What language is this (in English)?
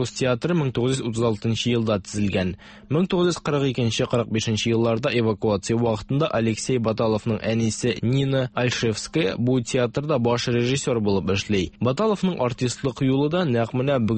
Tatar